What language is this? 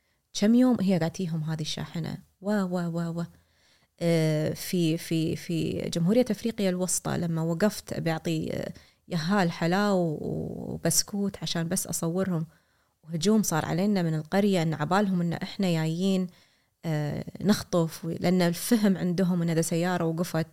Gulf Arabic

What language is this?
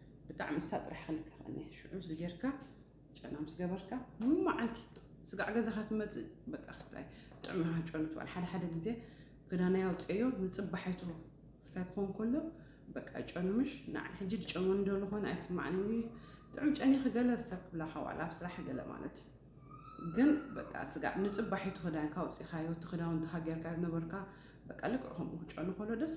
Tigrinya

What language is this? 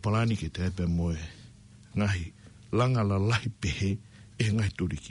Tongan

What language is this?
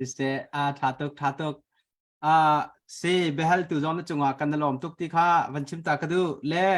Hakha Chin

